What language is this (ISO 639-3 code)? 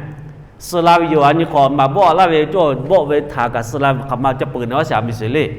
lhu